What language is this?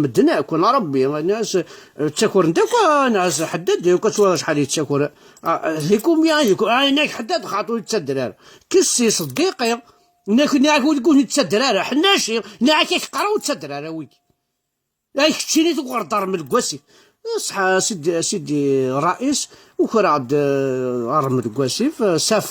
Kabyle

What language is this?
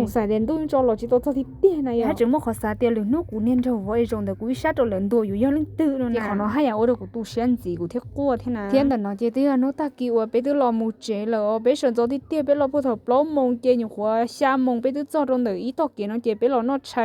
Hmong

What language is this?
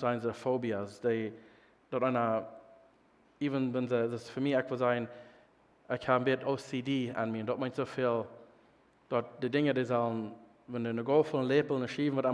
Plautdietsch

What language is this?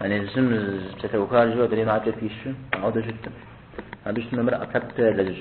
Kabardian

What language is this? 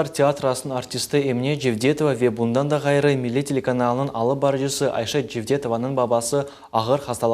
Crimean Tatar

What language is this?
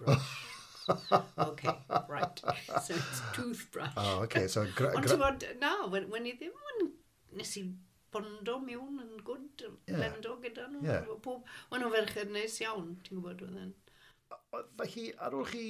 Welsh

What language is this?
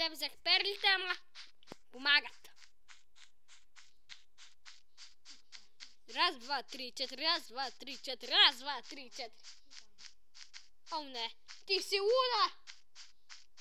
Bulgarian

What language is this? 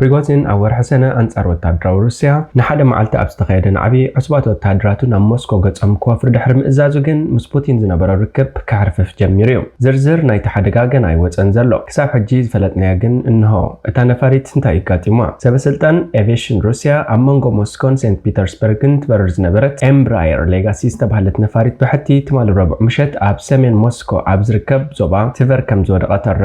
Tigrinya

